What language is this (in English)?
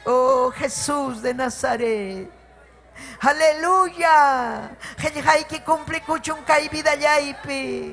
Ayacucho Quechua